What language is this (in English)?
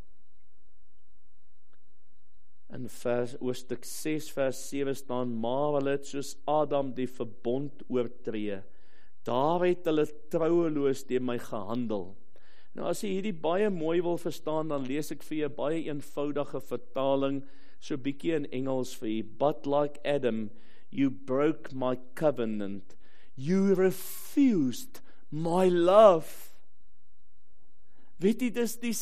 Afrikaans